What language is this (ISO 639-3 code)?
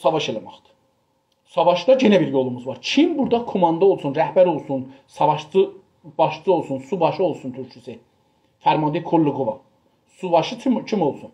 azb